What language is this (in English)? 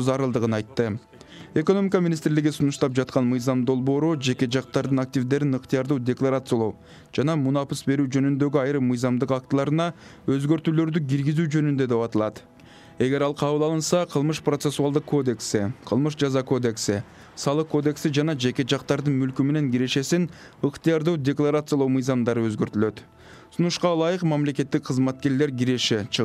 Kyrgyz